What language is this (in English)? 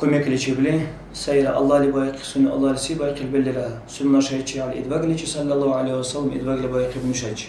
Dargwa